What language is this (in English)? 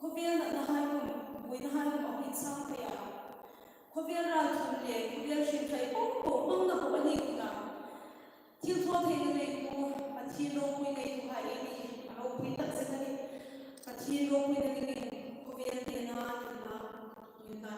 Hmar